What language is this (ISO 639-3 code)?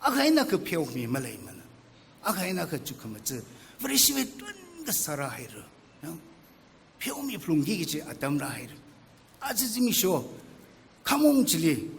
nmf